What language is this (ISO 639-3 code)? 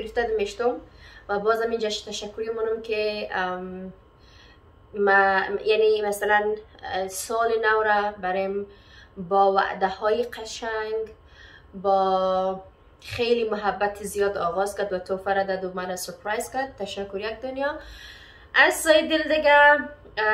fas